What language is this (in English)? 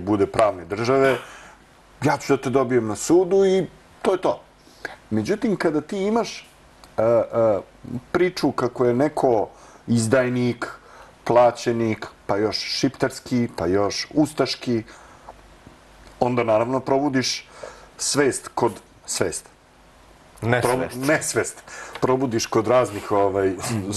Serbian